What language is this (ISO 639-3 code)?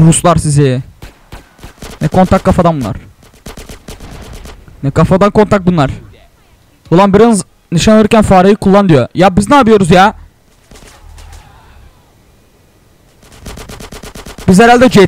tur